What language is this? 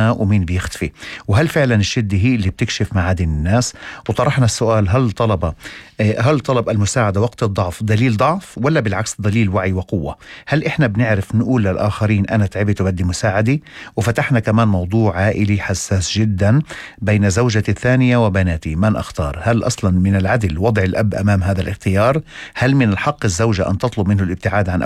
North Levantine Arabic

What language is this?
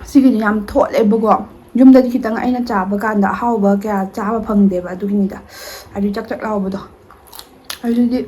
Manipuri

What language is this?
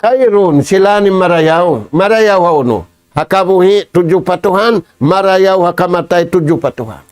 Tausug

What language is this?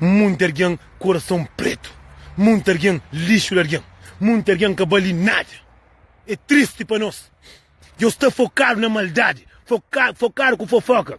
Kabuverdianu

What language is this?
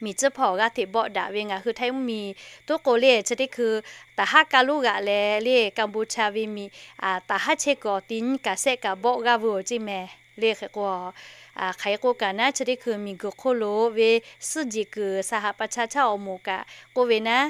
Lahu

